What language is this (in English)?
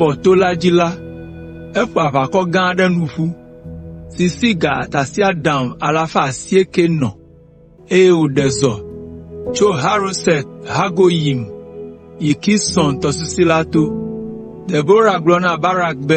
Ewe